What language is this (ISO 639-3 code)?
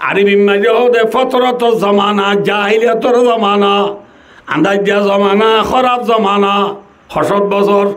rhg